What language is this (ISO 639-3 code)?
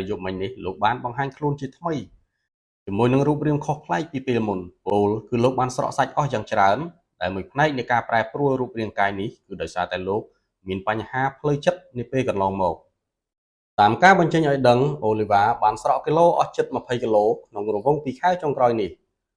khm